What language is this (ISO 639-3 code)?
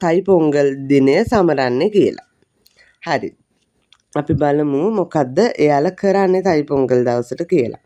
sin